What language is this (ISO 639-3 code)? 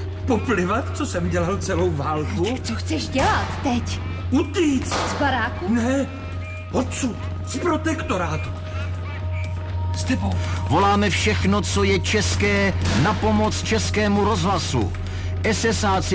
ces